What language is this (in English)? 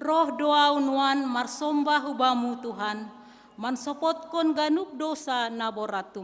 Batak Simalungun